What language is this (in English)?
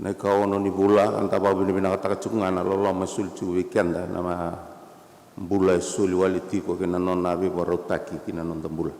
Fijian